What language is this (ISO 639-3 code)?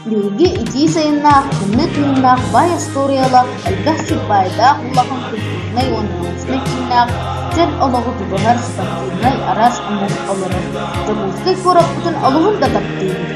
sah